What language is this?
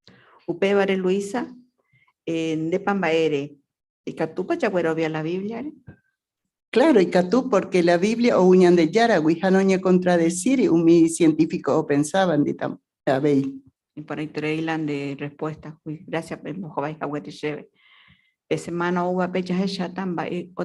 Guarani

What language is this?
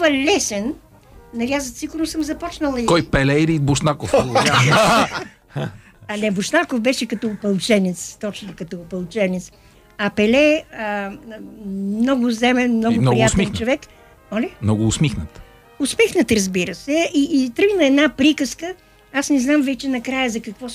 Bulgarian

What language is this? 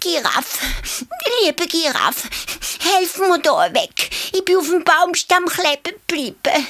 Swiss German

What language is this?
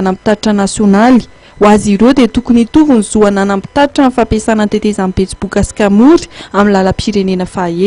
Malagasy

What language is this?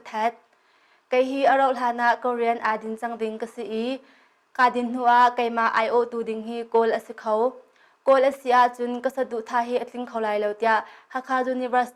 Hakha Chin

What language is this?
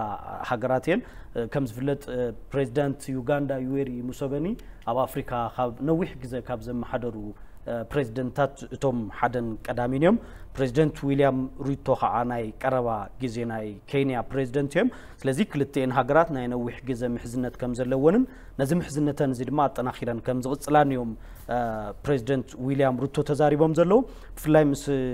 Tigrinya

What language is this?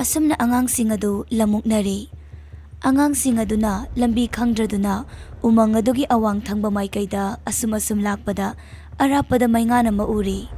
Manipuri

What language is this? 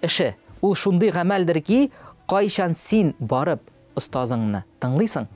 Tatar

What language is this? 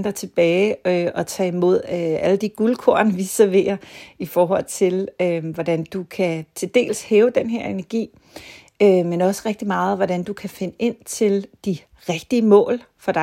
Danish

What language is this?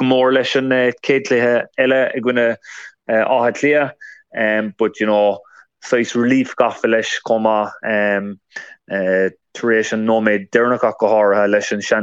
Irish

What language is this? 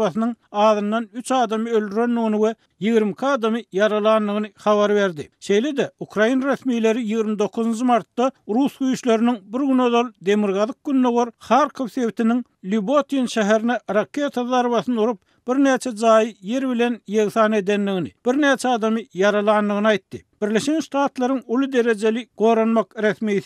Turkmen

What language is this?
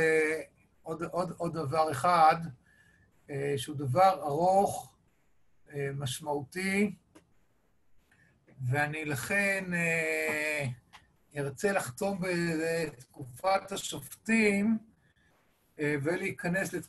Hebrew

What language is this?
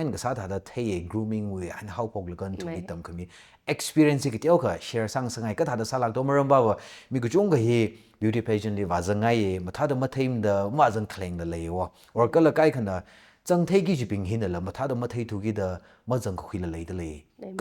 Tangkhul Naga (India)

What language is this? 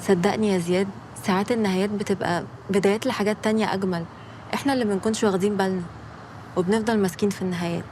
Egyptian Arabic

